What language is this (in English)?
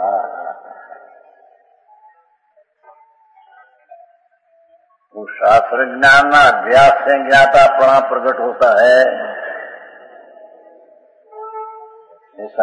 Hindi